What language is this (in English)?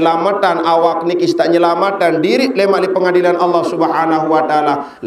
Sasak